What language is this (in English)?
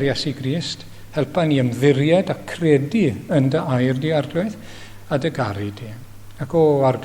Welsh